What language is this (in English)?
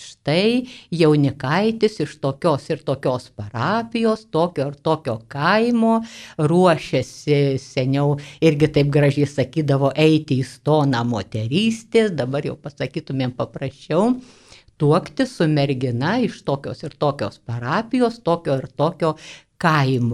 Lithuanian